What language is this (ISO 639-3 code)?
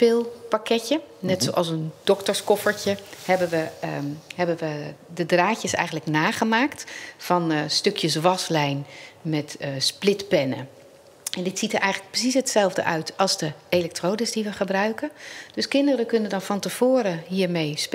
nld